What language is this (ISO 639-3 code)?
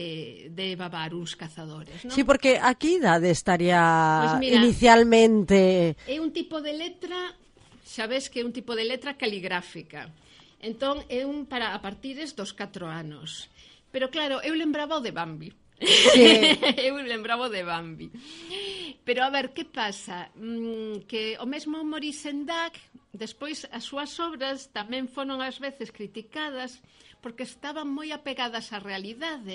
glg